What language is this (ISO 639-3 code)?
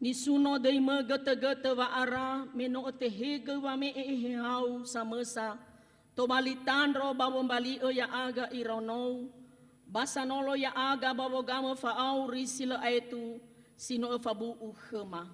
nia